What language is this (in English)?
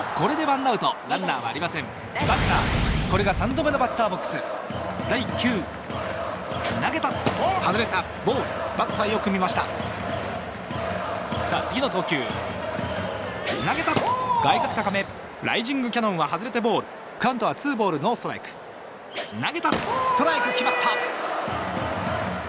Japanese